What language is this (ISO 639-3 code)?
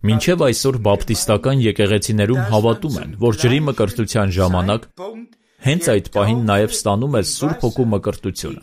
hye